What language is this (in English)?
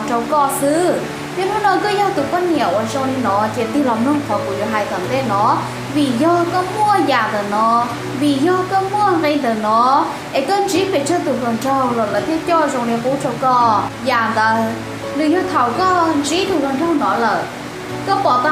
Hmong